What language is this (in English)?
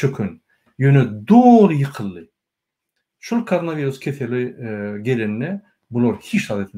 Turkmen